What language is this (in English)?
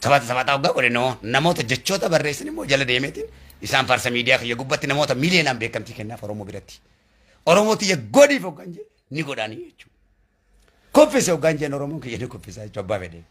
Oromo